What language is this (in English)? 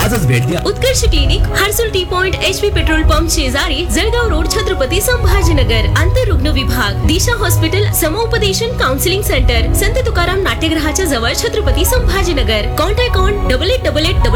Marathi